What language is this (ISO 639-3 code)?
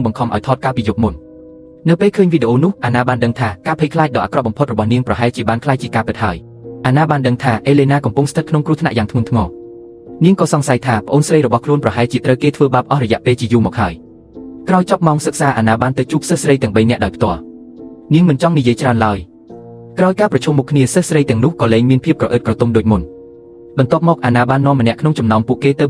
khm